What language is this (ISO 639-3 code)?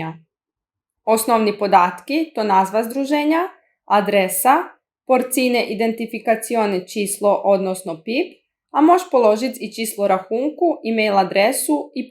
rue